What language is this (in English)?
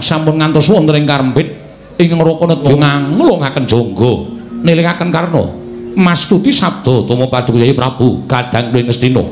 Javanese